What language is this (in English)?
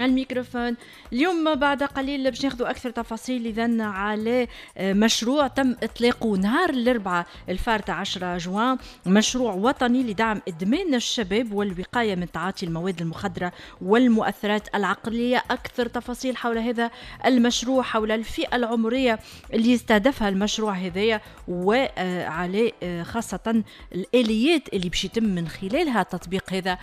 Tunisian Arabic